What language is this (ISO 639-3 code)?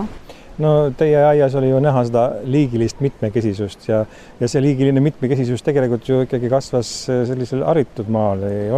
est